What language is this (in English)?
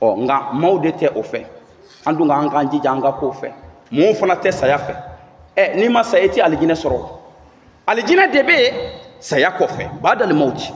Bambara